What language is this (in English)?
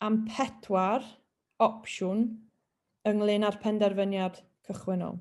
Welsh